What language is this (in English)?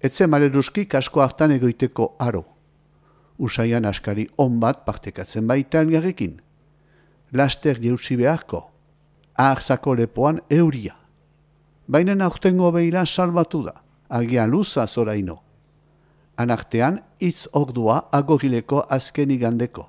Basque